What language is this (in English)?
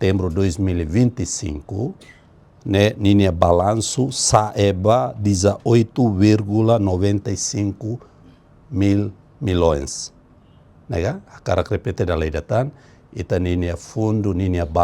Tetum